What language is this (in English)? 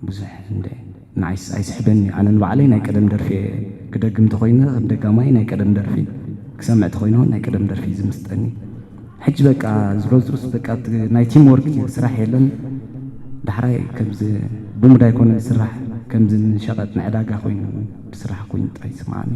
Tigrinya